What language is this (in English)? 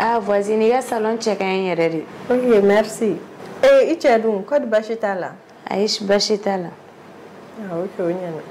Bambara